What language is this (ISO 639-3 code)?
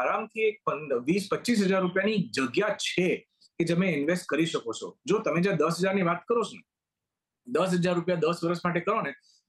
guj